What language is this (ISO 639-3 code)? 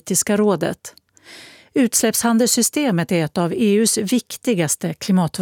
swe